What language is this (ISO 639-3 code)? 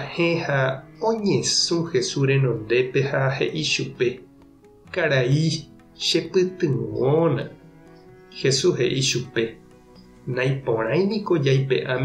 grn